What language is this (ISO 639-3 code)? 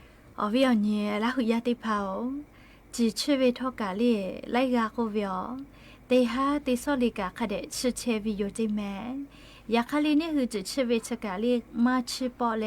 lhu